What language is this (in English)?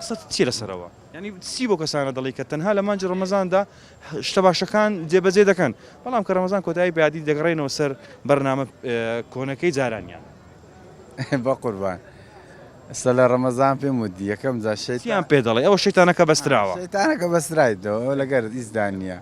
Central Kurdish